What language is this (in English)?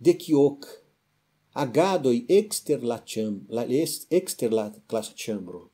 Esperanto